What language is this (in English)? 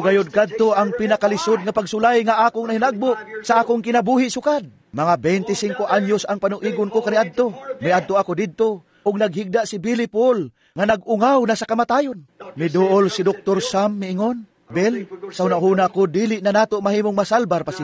Cebuano